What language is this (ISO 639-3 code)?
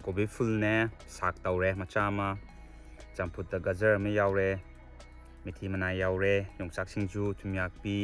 mni